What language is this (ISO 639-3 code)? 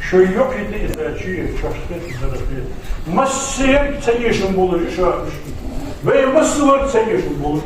inh